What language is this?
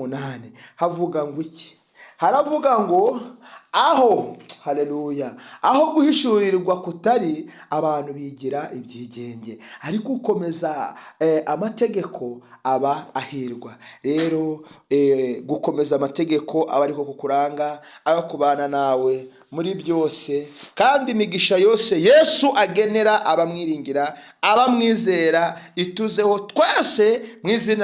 Kinyarwanda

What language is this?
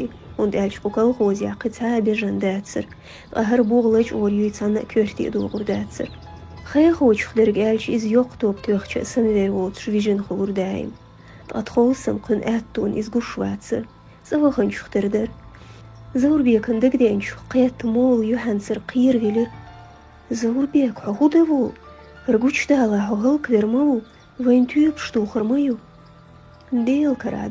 Chechen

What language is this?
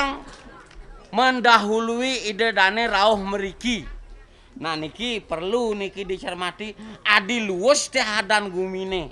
Balinese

